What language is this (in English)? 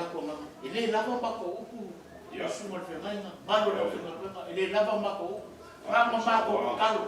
Samoan